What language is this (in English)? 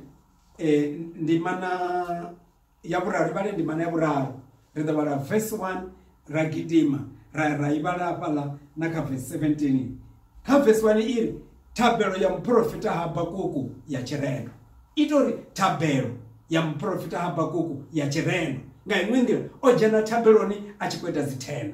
Venda